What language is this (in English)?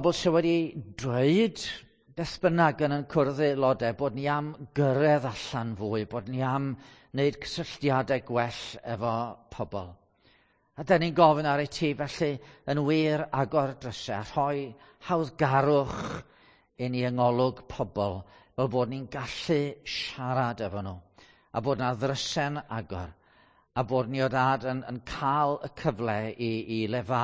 Welsh